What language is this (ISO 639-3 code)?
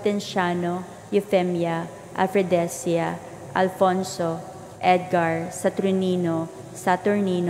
ceb